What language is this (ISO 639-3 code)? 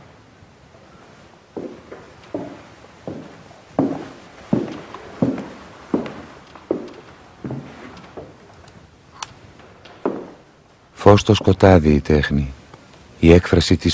ell